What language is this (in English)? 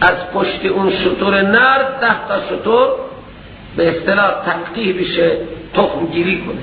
Persian